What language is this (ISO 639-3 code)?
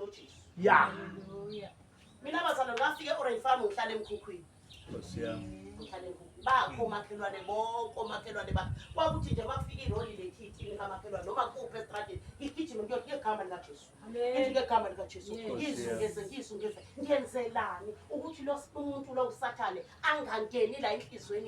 zul